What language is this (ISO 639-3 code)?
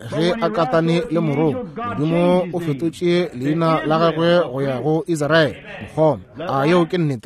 nso